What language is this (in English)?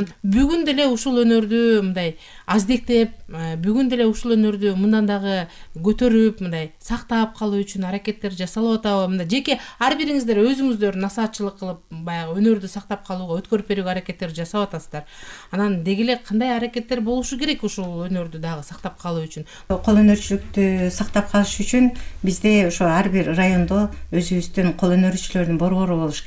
Kyrgyz